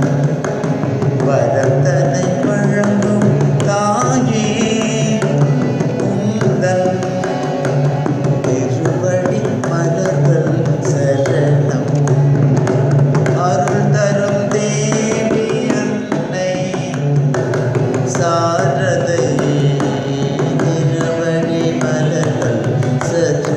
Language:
Tamil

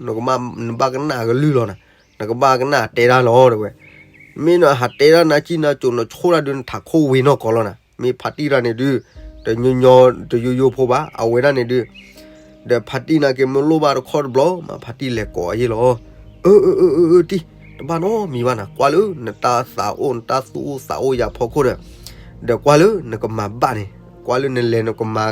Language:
S'gaw Karen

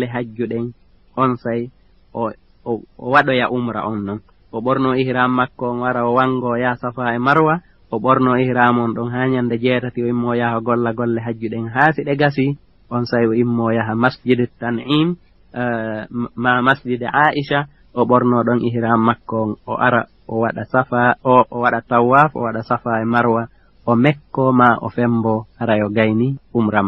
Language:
Fula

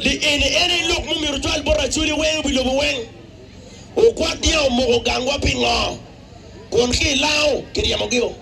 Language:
Acoli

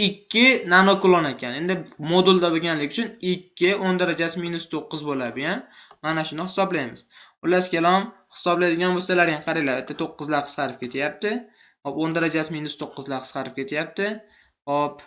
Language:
Uzbek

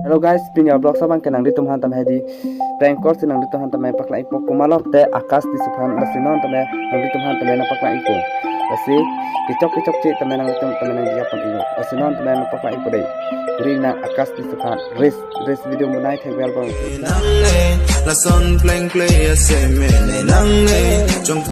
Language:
Karbi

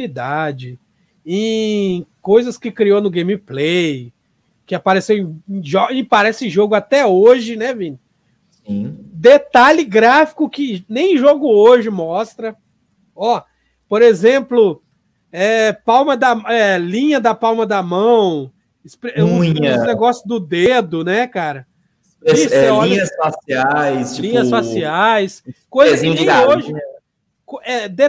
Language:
Portuguese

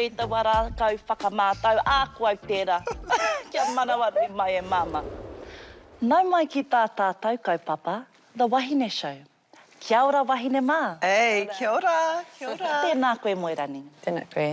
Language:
Māori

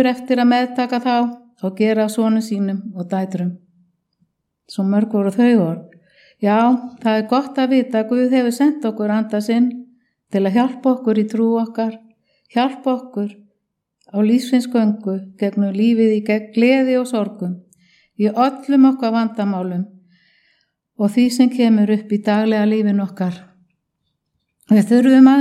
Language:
Icelandic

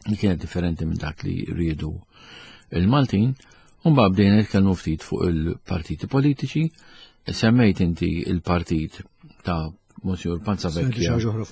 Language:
Maltese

